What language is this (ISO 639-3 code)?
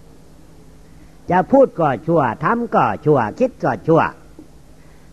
tha